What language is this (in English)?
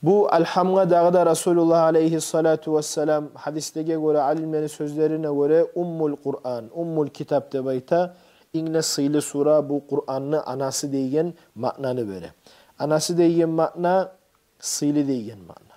Kumyk